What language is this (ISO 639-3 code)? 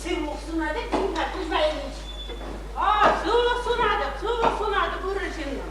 chv